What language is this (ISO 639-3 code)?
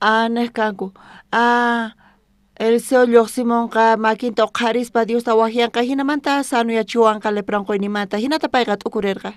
quh